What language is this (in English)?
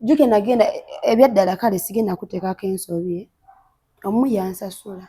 Ganda